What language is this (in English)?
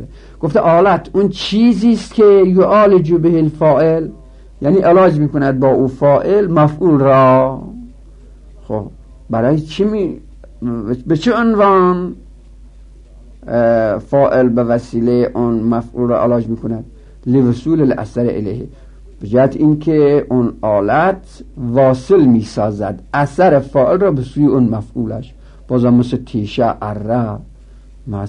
Persian